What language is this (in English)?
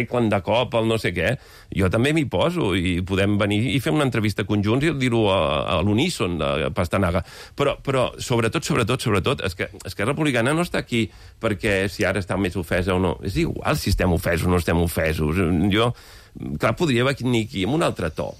Catalan